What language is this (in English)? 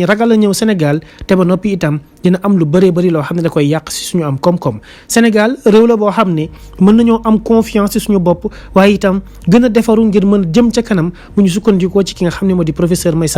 Wolof